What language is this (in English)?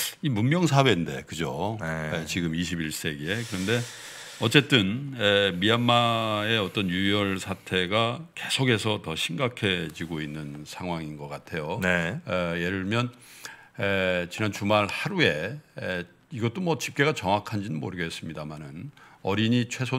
Korean